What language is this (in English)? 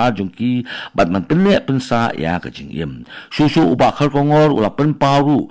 Khasi